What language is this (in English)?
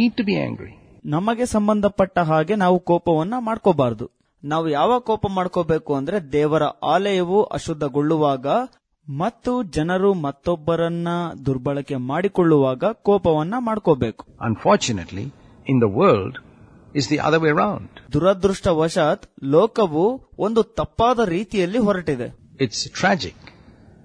Kannada